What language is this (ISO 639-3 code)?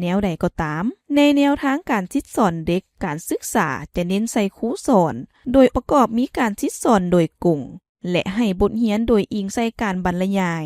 lao